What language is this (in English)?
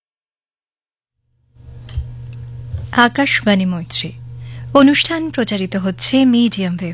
Bangla